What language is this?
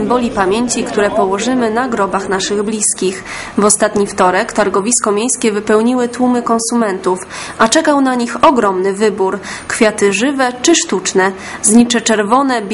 Polish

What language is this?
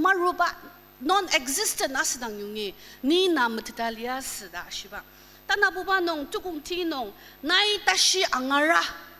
Ao Naga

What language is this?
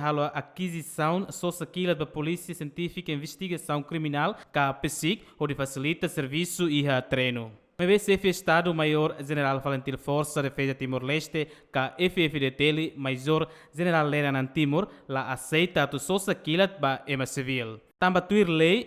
Tetum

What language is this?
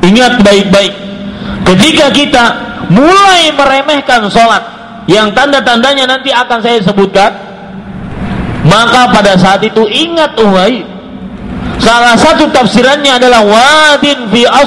Indonesian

